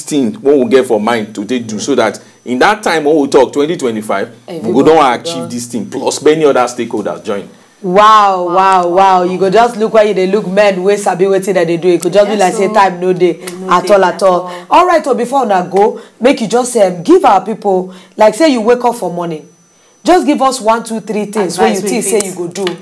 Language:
Nigerian Pidgin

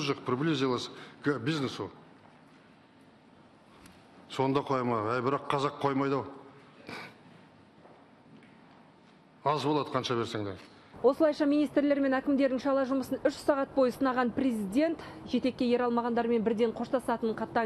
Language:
Kazakh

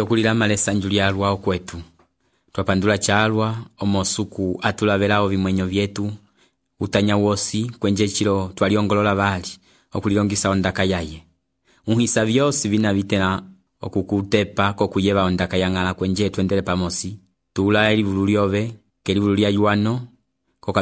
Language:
Umbundu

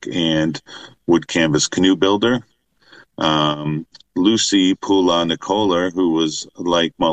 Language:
English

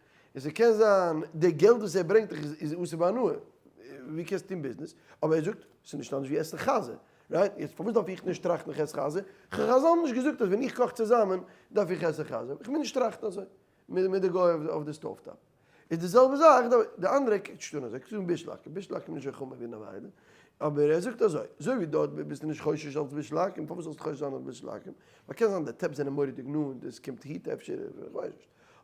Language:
Yiddish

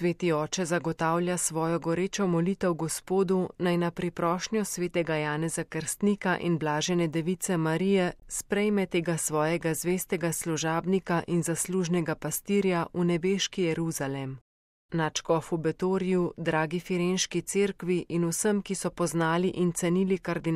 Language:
Slovenian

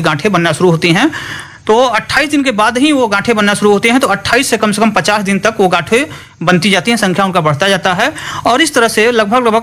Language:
Hindi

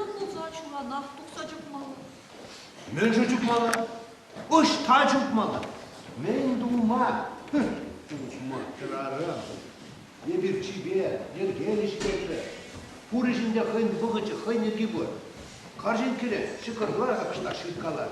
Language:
Chuvash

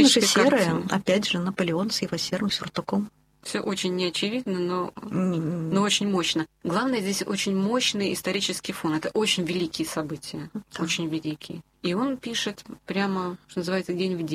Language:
Russian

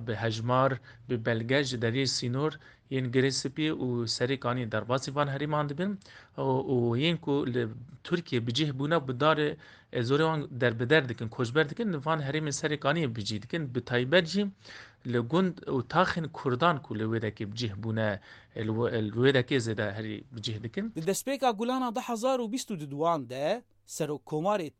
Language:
Kurdish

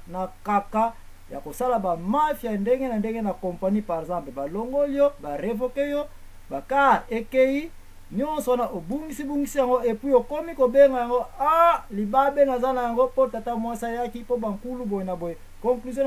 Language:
Lingala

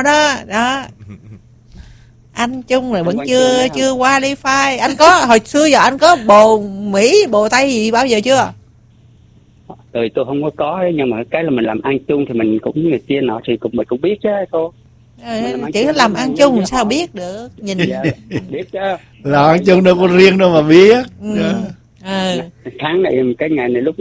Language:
Vietnamese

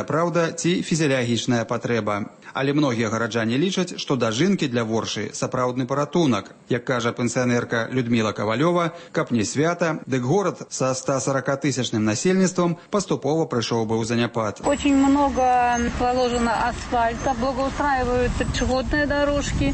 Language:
Belarusian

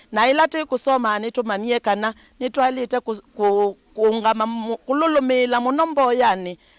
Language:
Kamba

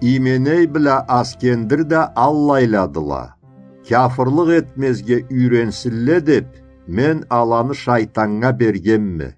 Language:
Karachay-Balkar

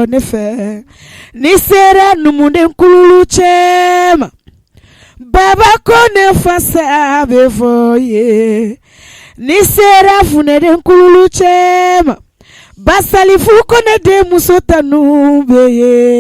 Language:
Bambara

